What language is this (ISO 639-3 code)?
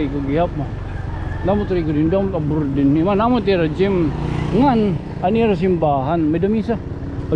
war